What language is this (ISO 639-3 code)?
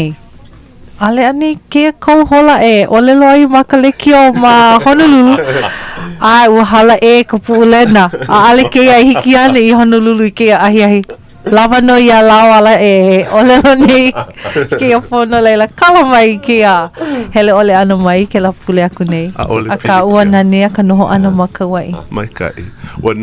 haw